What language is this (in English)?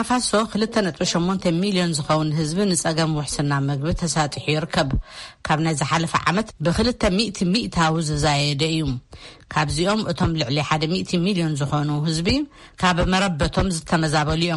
Tigrinya